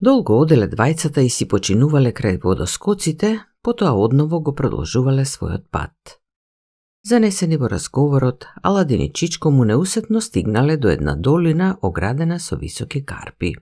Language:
Macedonian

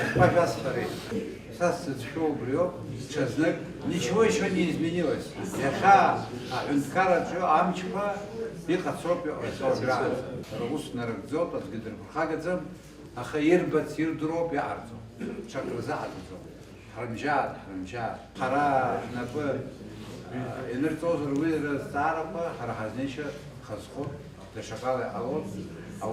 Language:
Abkhazian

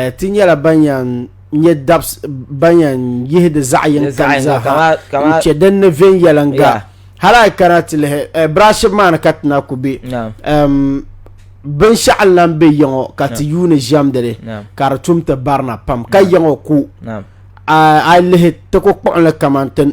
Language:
Dagbani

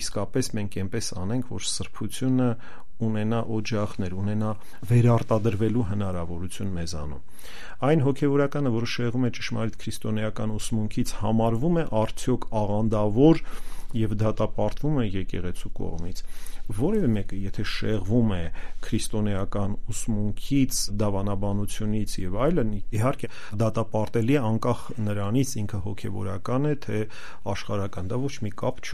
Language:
Armenian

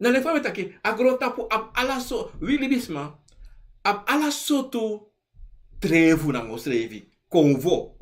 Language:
Sranan Tongo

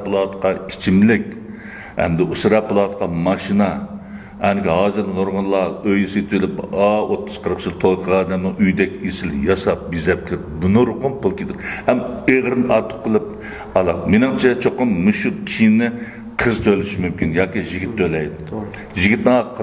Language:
Uyghur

